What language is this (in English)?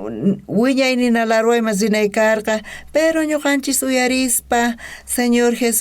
South Bolivian Quechua